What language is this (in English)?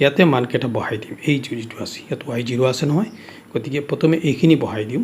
Assamese